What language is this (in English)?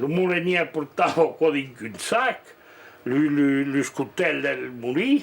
Occitan